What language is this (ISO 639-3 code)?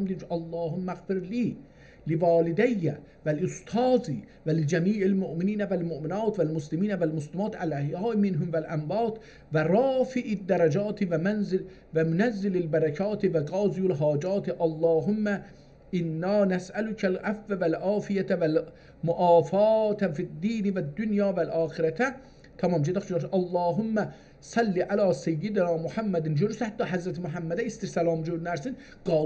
azb